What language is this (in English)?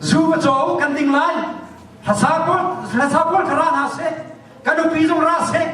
Hakha Chin